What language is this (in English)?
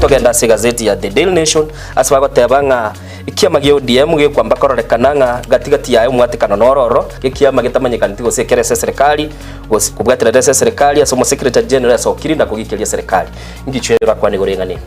Gusii